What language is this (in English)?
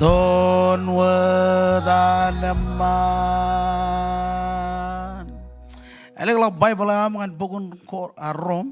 Marshallese